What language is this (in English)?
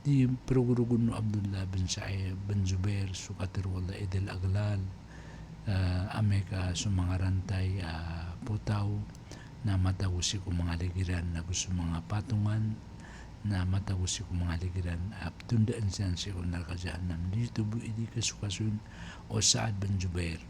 Maranao